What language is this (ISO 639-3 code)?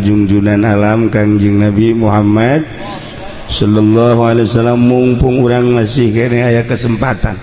sun